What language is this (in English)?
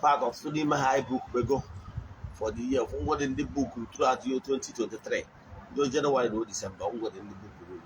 Igbo